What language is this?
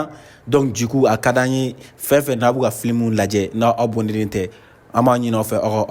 Bambara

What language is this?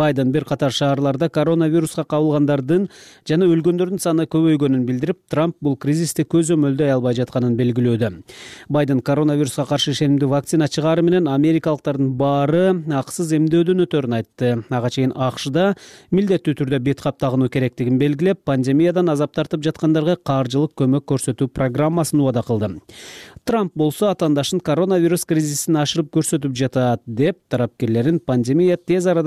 Kyrgyz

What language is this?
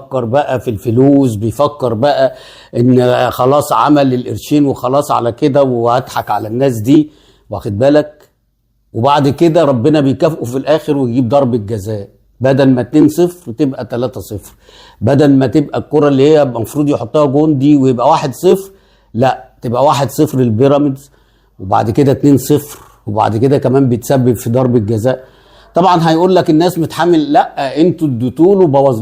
Egyptian Arabic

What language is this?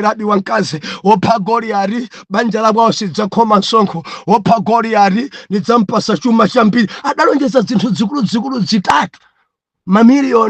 Nyanja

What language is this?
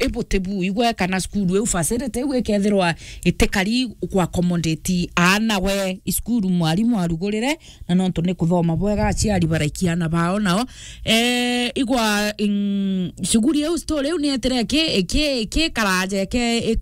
Meru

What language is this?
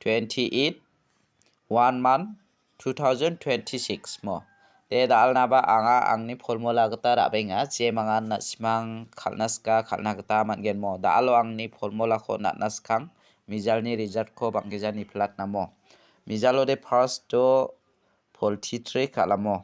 Garo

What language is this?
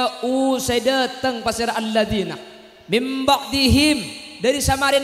Madurese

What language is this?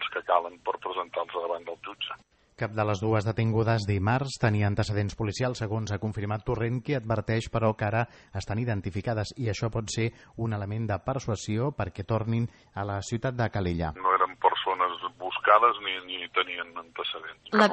Catalan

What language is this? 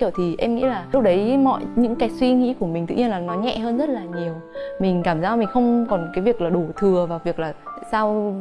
Vietnamese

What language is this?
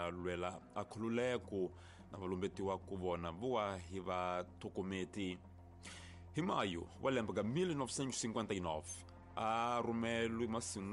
Tsonga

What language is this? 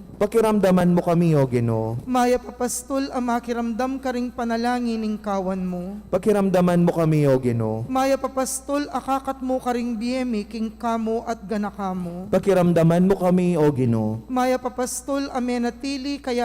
Pampanga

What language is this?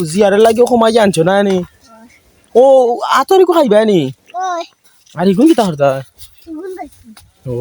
Sylheti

